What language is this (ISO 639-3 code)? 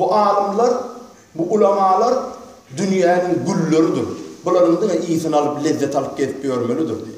tuk